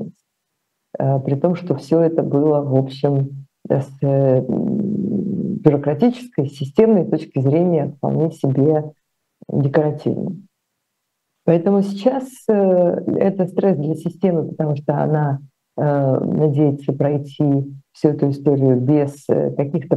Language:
Russian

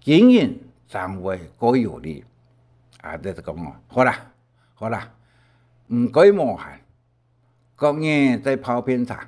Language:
Hakka Chinese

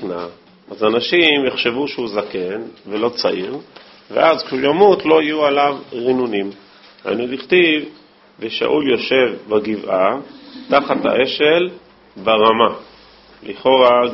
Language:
Hebrew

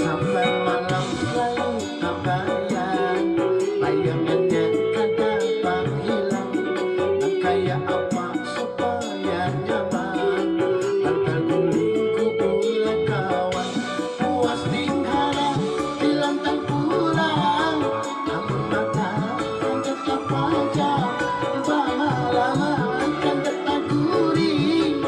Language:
Banjar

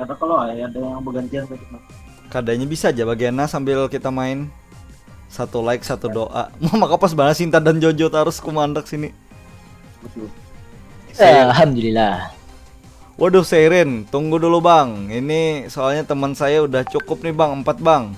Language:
Banjar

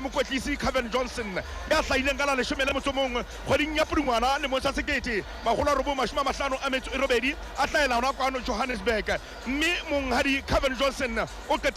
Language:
Southern Sotho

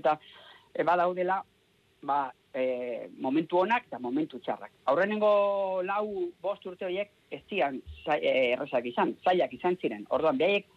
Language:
Basque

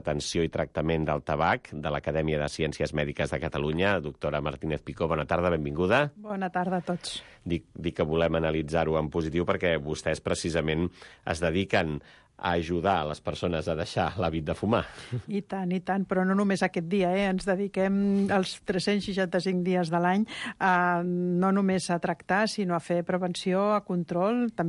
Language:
Catalan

